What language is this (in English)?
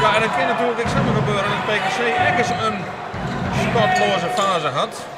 Western Frisian